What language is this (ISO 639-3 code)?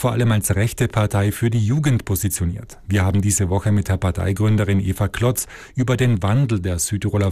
deu